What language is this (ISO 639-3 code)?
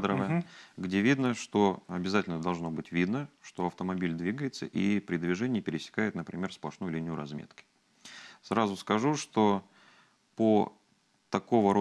rus